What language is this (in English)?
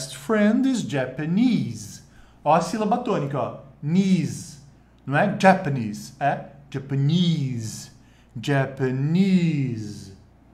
Portuguese